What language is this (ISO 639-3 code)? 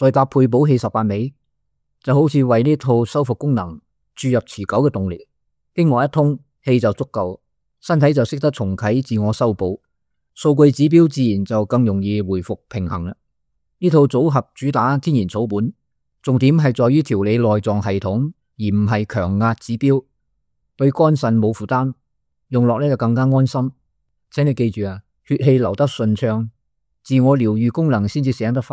yue